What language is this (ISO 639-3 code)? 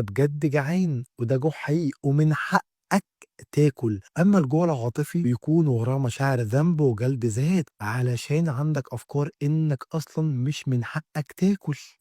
arz